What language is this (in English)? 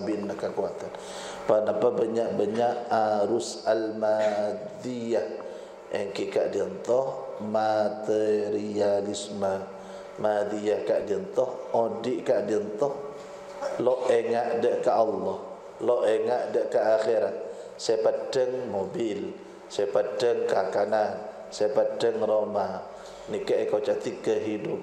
Madurese